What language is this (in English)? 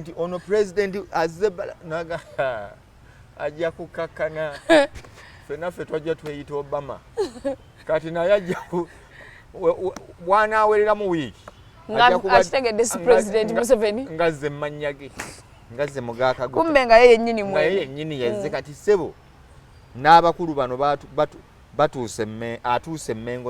Ganda